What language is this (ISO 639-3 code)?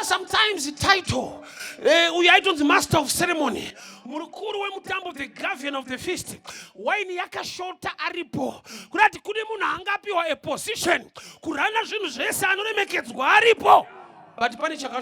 sna